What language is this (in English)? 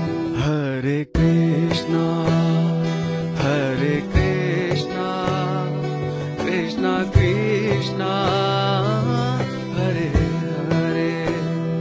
Telugu